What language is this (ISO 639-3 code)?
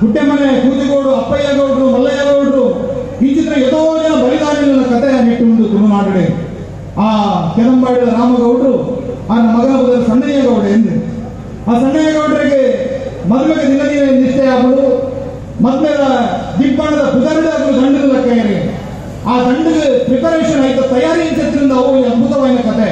tcy